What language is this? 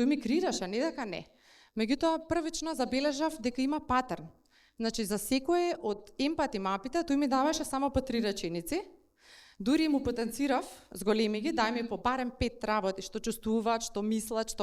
Macedonian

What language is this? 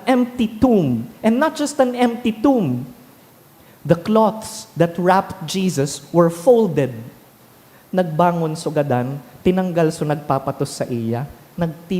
Bikol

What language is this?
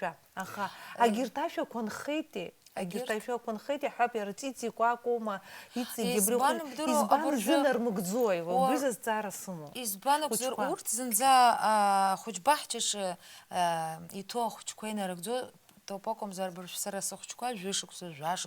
Abkhazian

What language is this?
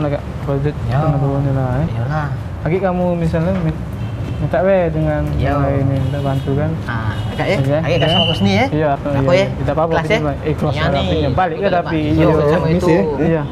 Musi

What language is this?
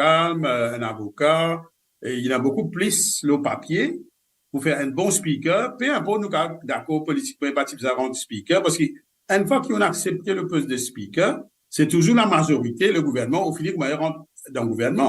Morisyen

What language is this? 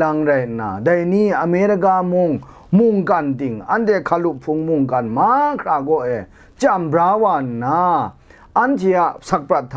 Kachin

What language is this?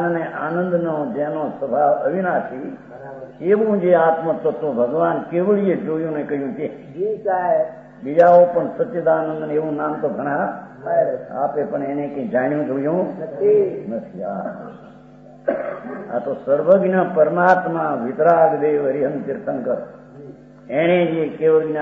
Gujarati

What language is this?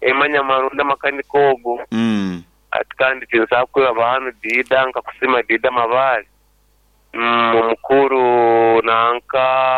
Nyoro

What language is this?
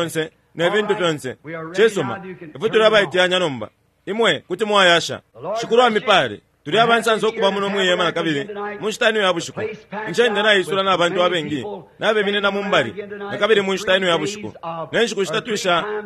Bemba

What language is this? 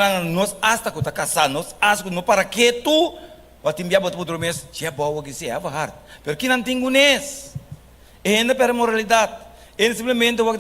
Papiamento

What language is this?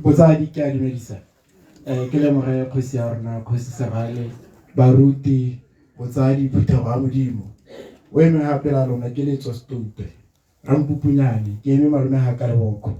Tswana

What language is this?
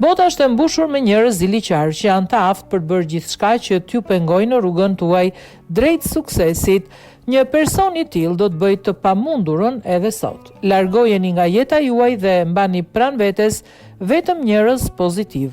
Albanian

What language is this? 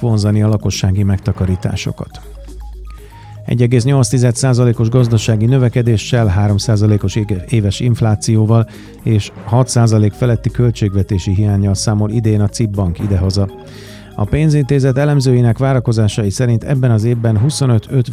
Hungarian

